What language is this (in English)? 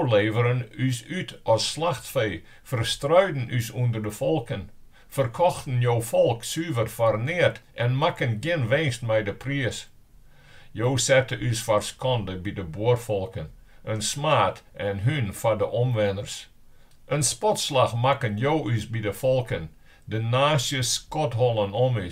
Western Frisian